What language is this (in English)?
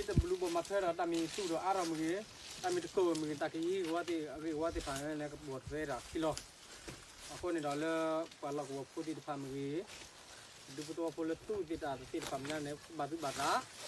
S'gaw Karen